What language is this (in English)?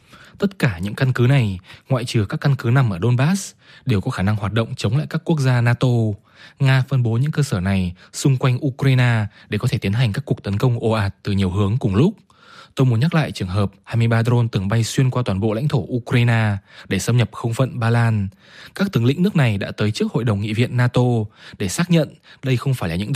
Vietnamese